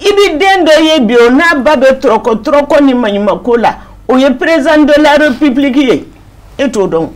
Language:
Bambara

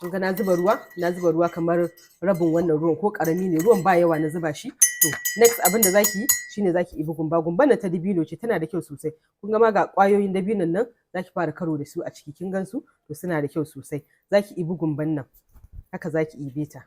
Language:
Hausa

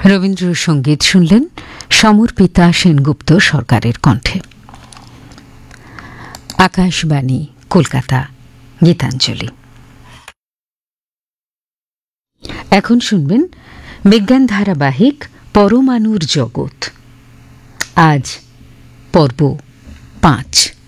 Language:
Bangla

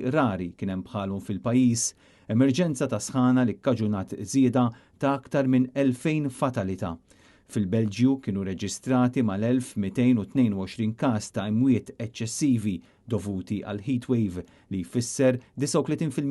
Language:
Maltese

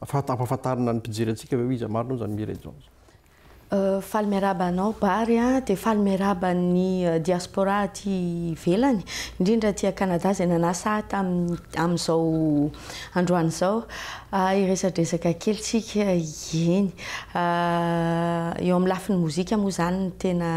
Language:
Malagasy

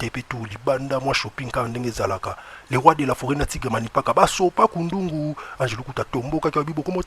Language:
Lingala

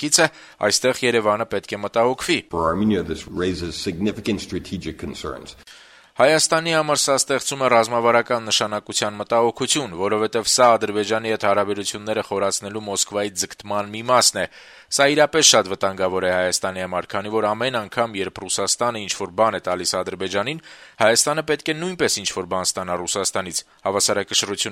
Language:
Armenian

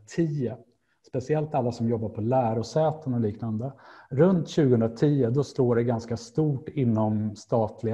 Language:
Swedish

